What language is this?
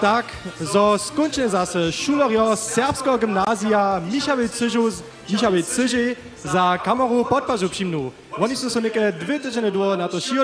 Upper Sorbian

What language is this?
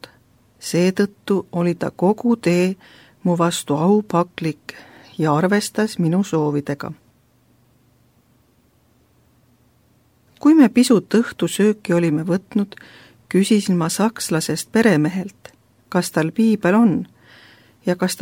Estonian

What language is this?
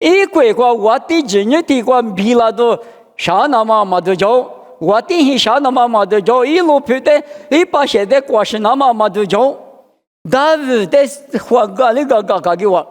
Lisu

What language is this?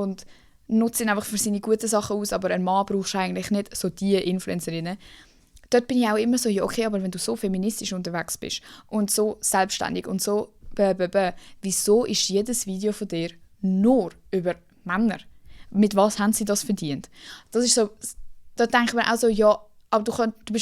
Swiss German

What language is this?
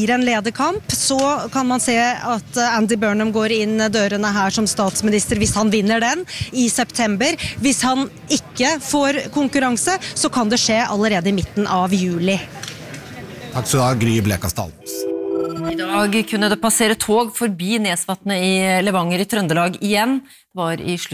Norwegian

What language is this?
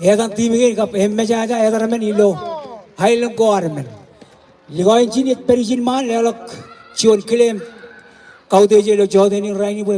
Marshallese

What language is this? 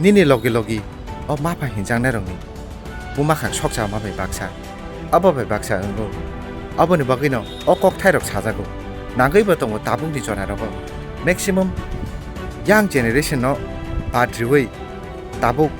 Kok Borok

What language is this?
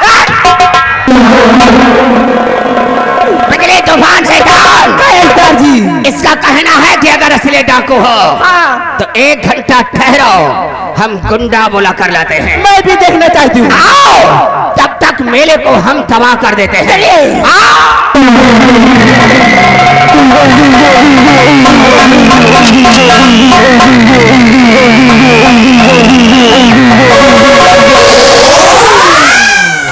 Hindi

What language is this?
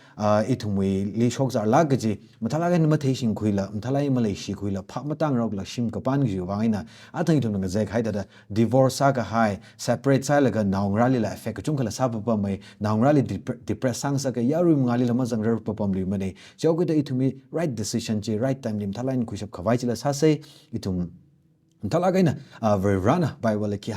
Tangkhul Naga (India)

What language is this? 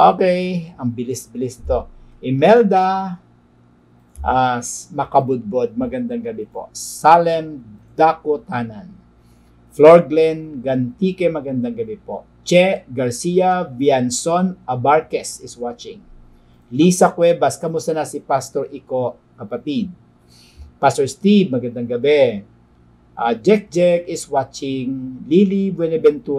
Filipino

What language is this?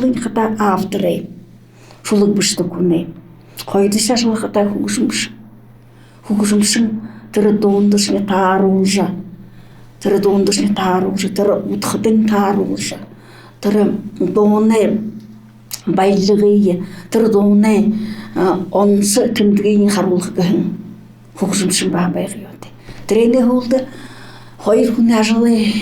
Buriat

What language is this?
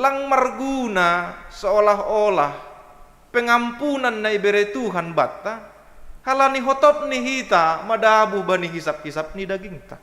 Batak Simalungun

